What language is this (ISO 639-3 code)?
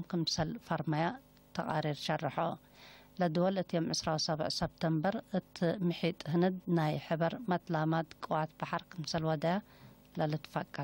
tig